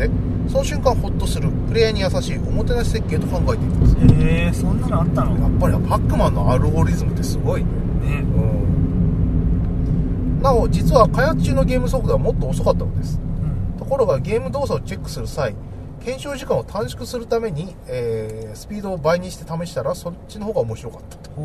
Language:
Japanese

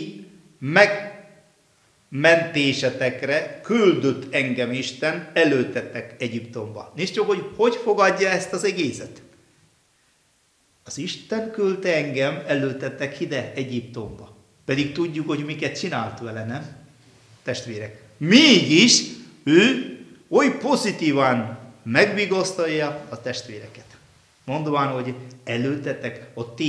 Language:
Hungarian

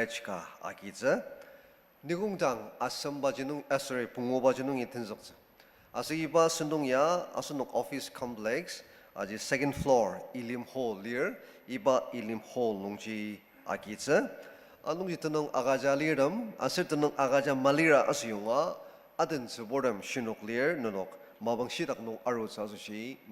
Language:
Ao Naga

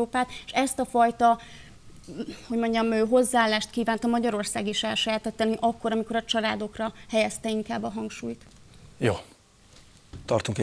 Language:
Hungarian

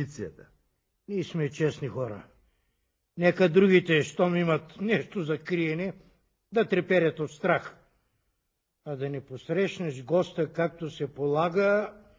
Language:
Bulgarian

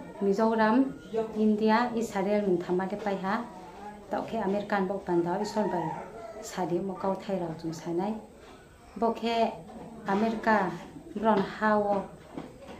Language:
Riang (India)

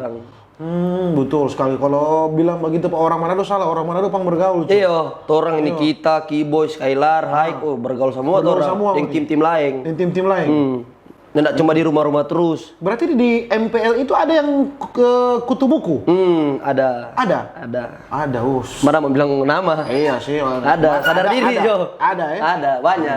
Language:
Manado Malay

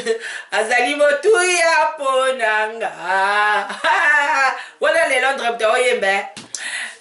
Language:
Lingala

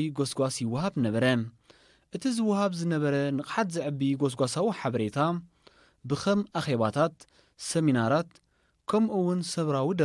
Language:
Tigrinya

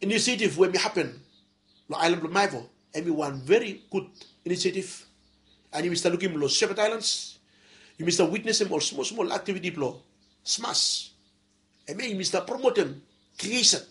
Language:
Bislama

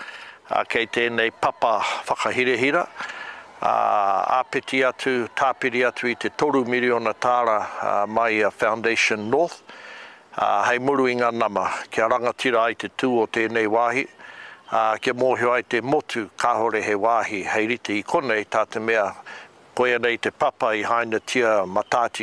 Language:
Māori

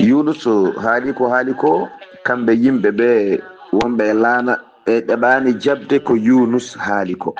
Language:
Fula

